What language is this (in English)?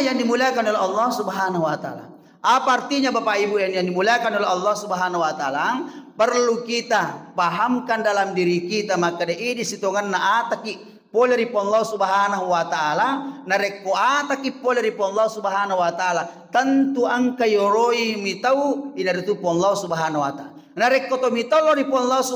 Buginese